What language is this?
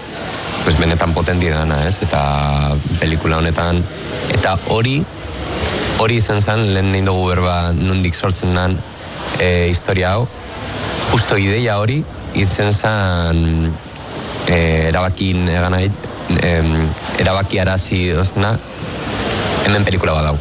Basque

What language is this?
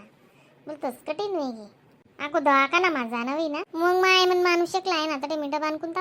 Khandesi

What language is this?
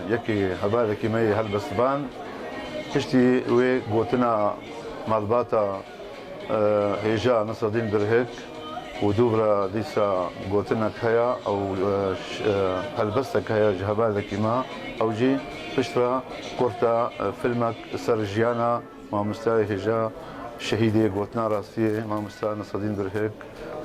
Kurdish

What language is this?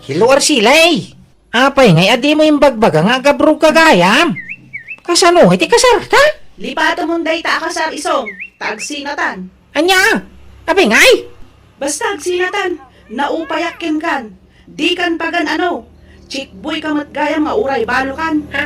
Iloko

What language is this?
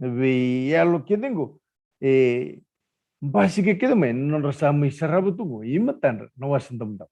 Fijian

